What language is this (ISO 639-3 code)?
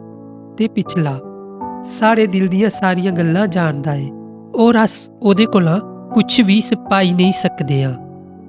doi